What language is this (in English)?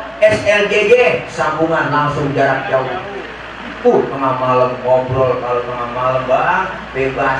Betawi